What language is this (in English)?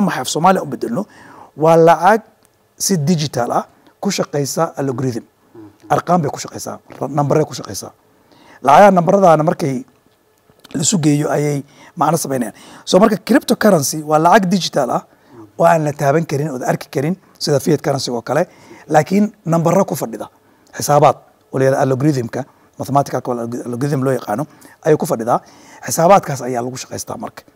Somali